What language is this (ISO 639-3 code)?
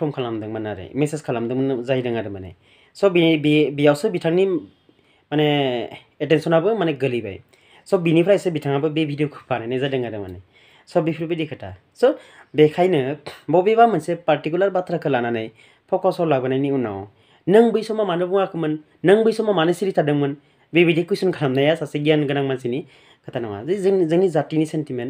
brx